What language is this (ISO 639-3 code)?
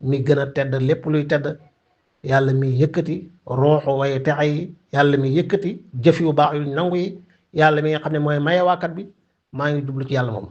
wol